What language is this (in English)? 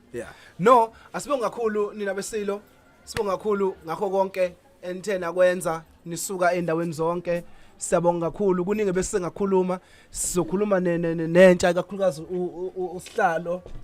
Zulu